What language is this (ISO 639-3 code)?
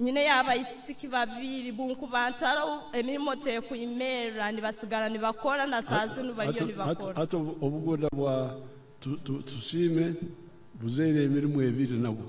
nyn